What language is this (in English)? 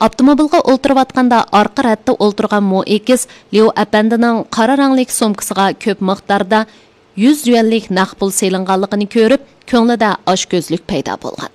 Uyghur